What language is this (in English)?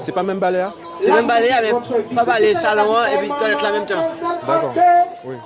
Guadeloupean Creole French